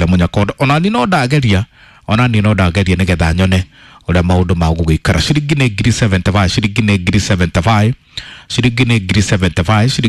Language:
Kikuyu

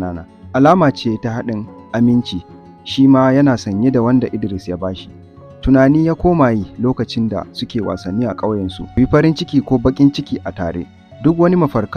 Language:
Hausa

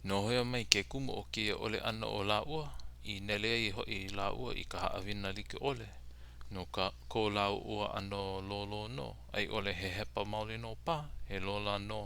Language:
Hawaiian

